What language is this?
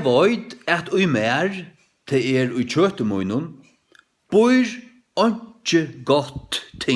Faroese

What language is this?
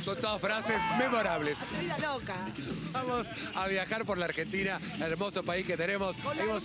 Spanish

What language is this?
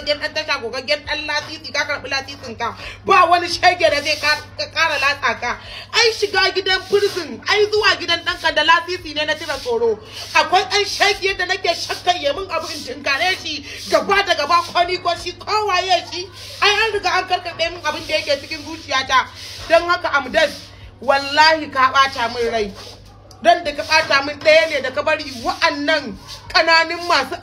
Hausa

